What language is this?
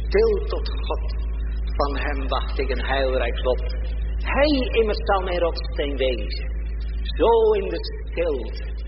Dutch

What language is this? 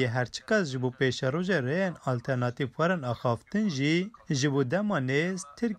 Kurdish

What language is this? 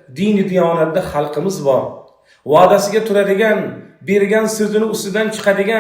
Uzbek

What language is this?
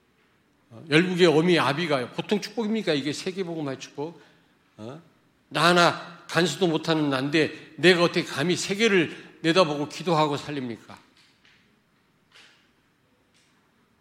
Korean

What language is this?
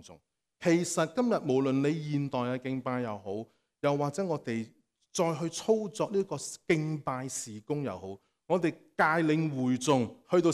Cantonese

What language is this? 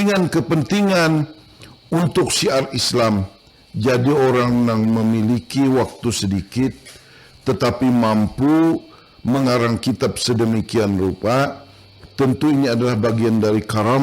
Banjar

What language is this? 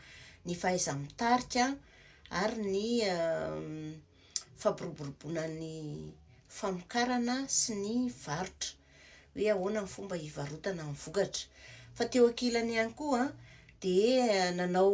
Malagasy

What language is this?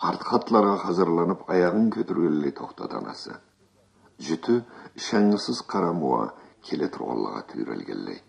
Karachay-Balkar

